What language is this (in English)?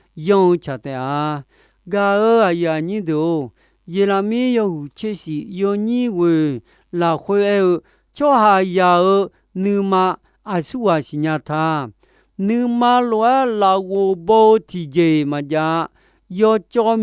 Akha